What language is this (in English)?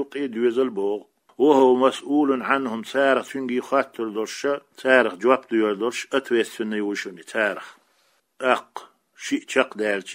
Chechen